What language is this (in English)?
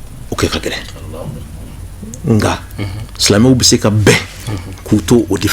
Bambara